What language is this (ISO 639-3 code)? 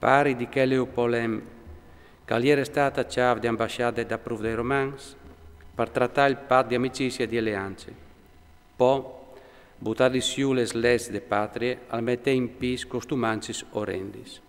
fur